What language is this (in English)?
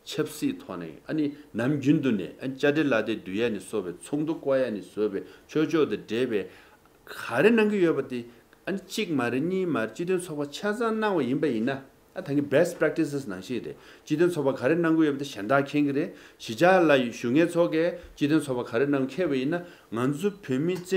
Tibetan